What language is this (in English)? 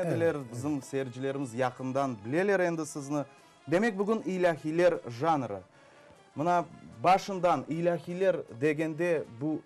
Crimean Tatar